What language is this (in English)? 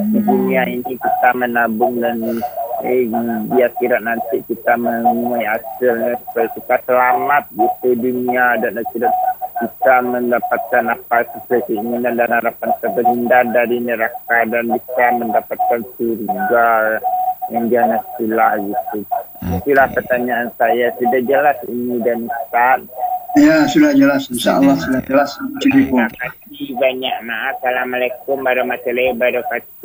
Indonesian